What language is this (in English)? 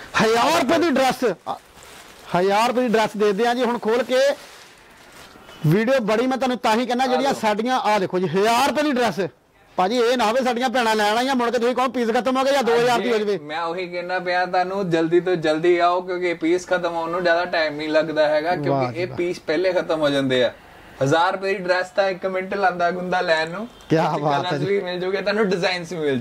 Punjabi